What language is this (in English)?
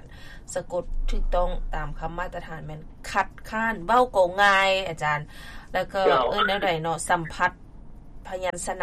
Lao